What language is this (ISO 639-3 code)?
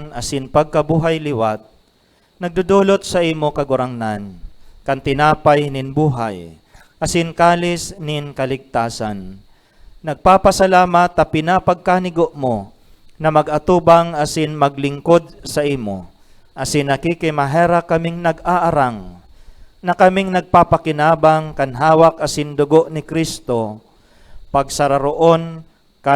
bik